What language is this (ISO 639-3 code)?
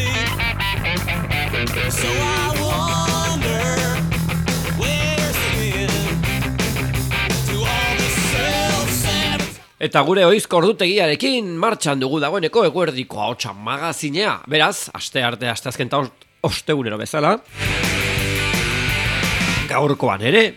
eus